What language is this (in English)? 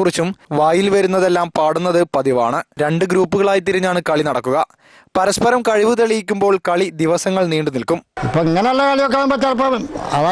Malayalam